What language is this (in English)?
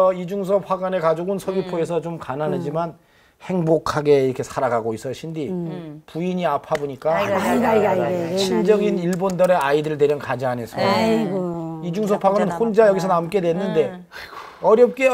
Korean